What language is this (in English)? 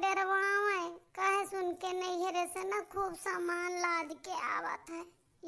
Awadhi